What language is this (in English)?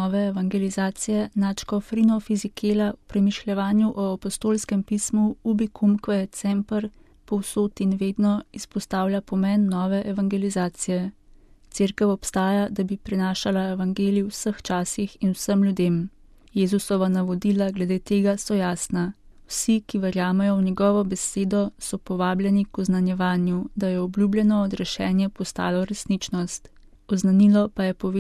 Slovenian